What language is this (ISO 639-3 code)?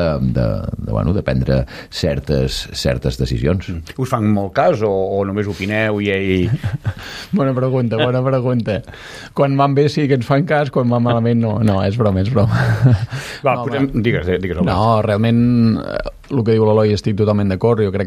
cat